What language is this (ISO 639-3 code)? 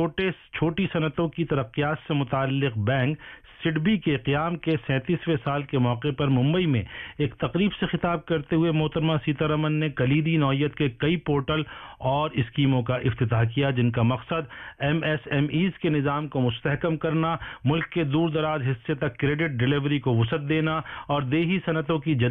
urd